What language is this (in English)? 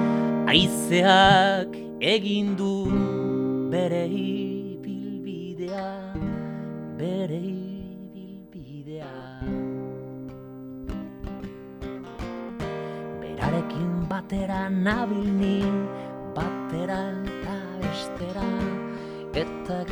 Basque